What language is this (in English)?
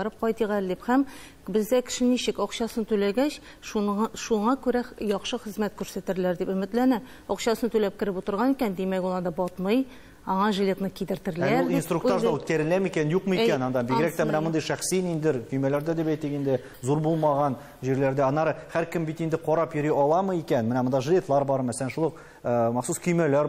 Tatar